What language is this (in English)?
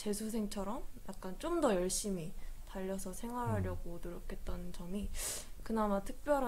Korean